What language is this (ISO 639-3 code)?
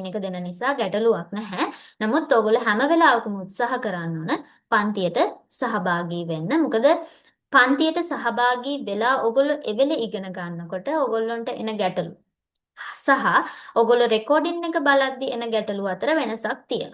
sin